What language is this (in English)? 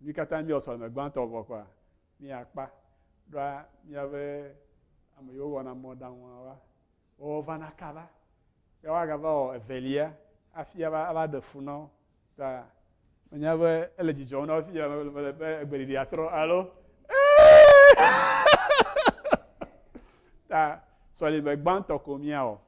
Ewe